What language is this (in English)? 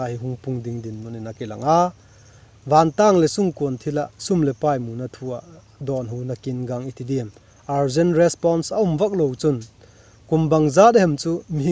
Vaiphei